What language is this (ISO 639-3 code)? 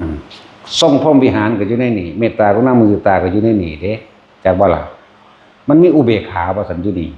tts